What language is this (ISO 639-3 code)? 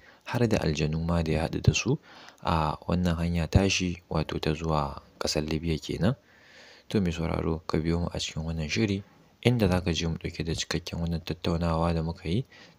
hau